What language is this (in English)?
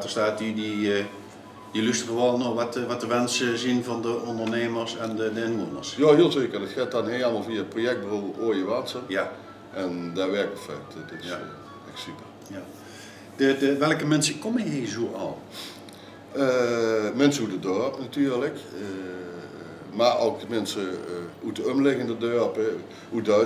Limburgish